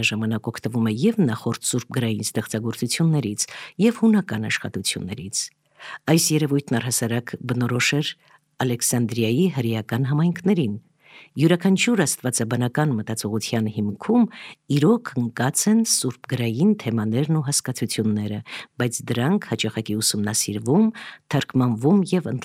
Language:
Armenian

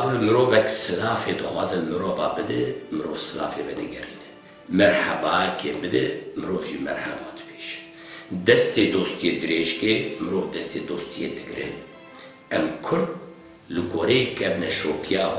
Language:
Kurdish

